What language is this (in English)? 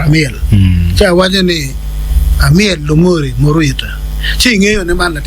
Acoli